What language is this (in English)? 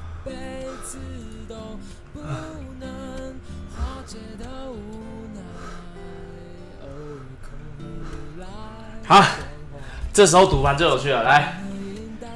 Chinese